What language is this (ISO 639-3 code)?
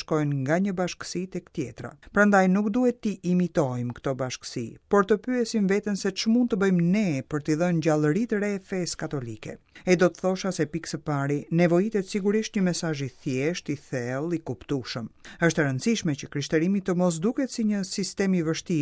sqi